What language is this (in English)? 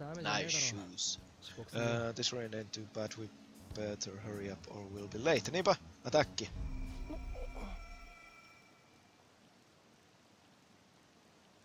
Finnish